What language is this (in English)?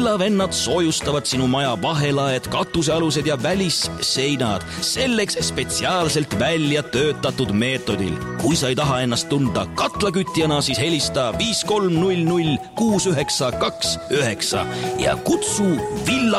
Estonian